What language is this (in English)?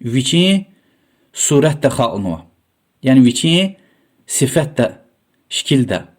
Lezghian